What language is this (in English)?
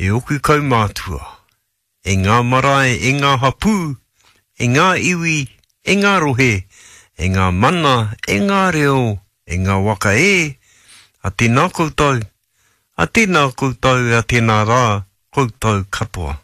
Māori